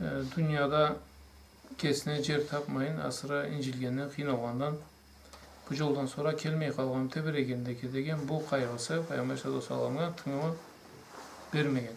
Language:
Karachay-Balkar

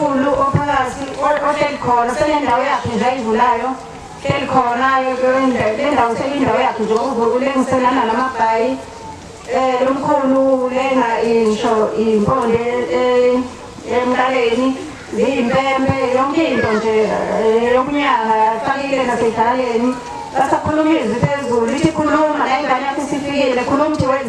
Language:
Zulu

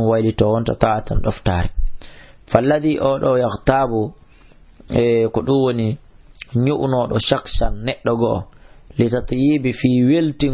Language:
Fula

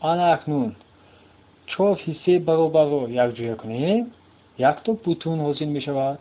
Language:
Tajik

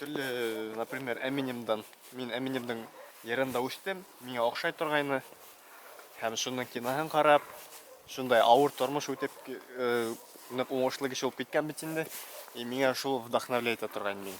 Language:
Bashkir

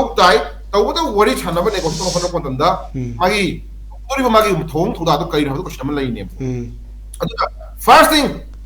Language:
Manipuri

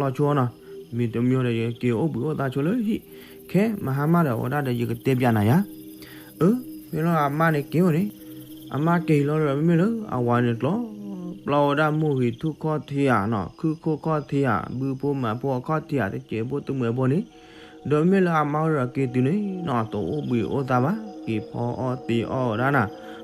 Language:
S'gaw Karen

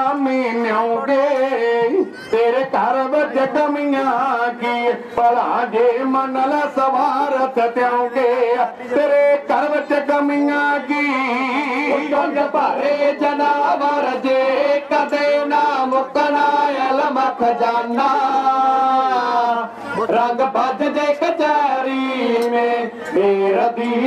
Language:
Punjabi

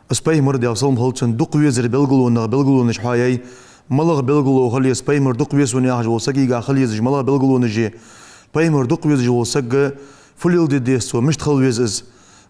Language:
Ingush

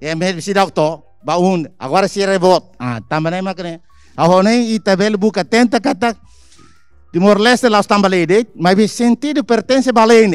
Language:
Tetum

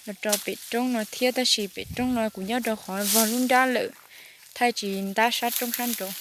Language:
Hmong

